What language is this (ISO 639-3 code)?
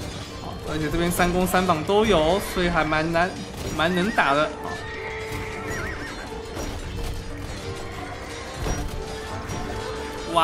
zho